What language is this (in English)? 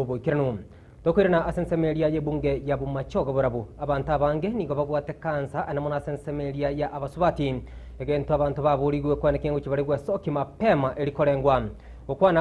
Gusii